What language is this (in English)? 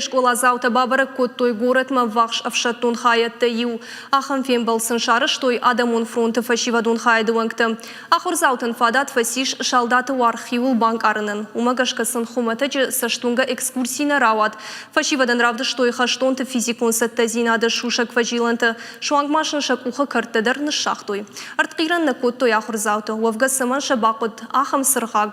Ossetic